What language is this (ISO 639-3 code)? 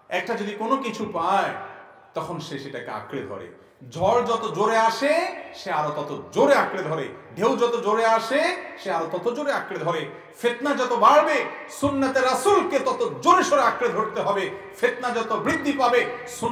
ben